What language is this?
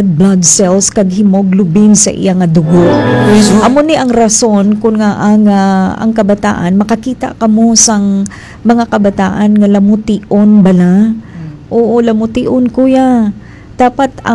Hiligaynon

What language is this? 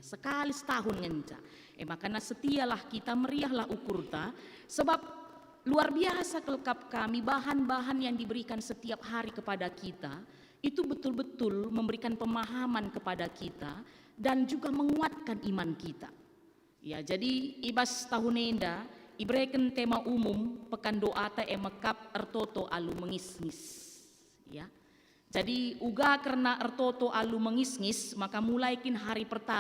Batak Karo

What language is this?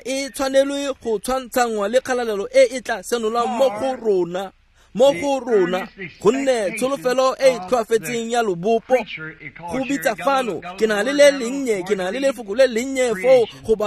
Tswana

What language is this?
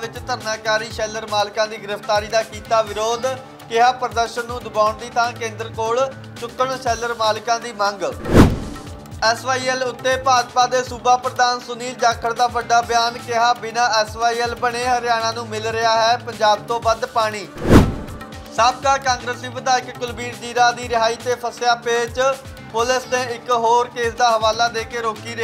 Punjabi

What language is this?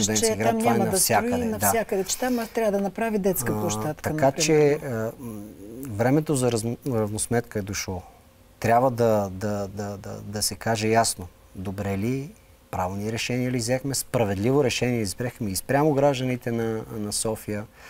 Bulgarian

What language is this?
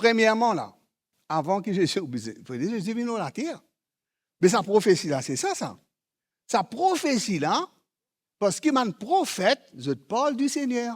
Morisyen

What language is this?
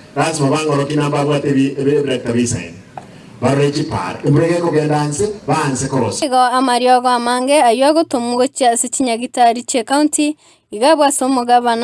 Gusii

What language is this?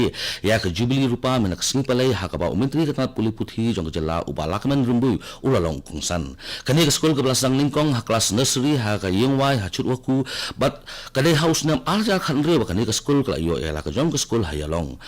Khasi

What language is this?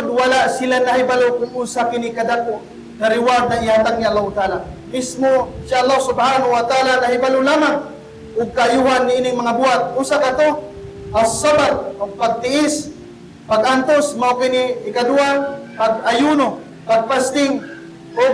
Cebuano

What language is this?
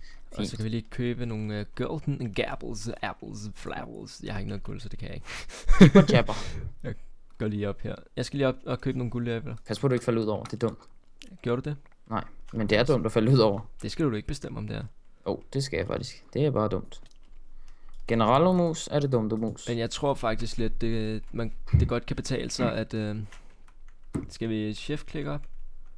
Danish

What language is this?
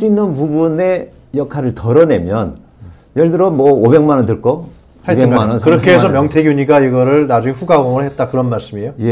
Korean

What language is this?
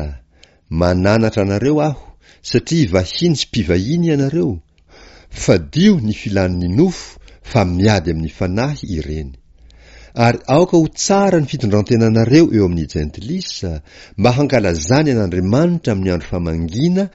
Malagasy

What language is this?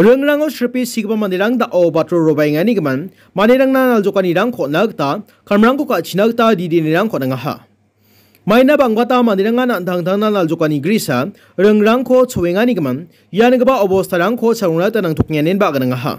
Garo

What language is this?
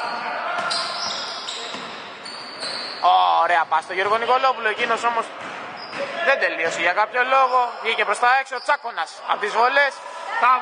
Greek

